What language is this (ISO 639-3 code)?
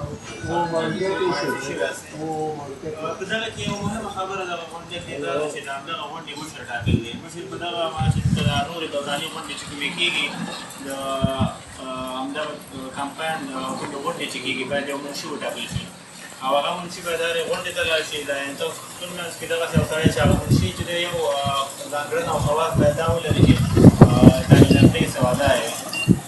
pus